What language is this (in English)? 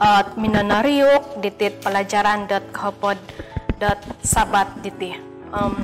Central Dusun